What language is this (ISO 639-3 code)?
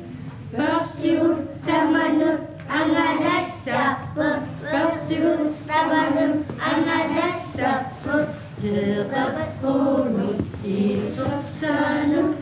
kal